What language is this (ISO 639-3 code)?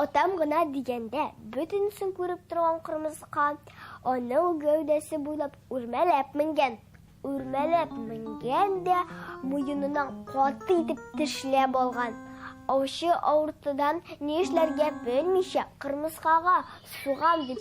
tat